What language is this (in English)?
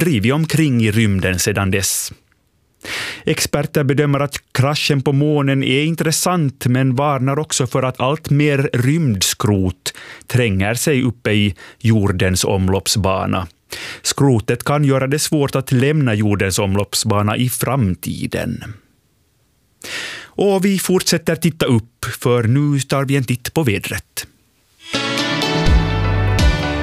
Swedish